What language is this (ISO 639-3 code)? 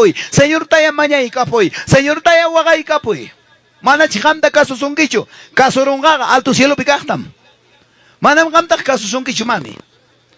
quy